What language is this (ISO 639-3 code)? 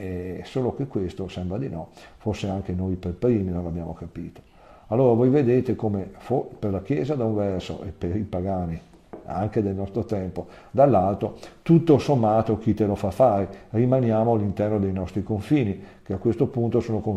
ita